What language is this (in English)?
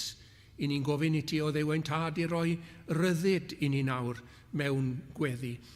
Welsh